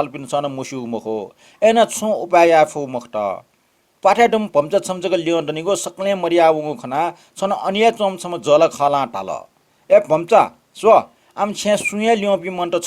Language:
Newari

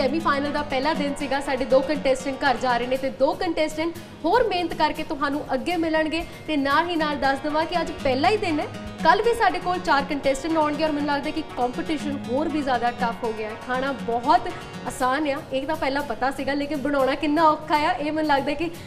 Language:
Punjabi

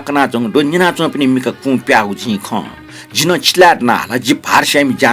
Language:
Newari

